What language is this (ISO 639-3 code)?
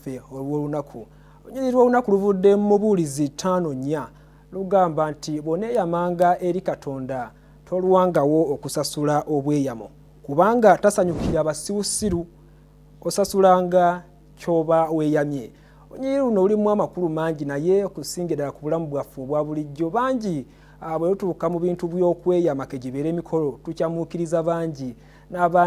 lug